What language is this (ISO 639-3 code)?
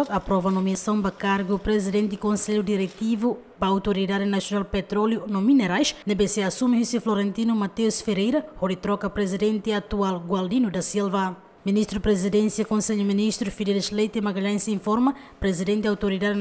tet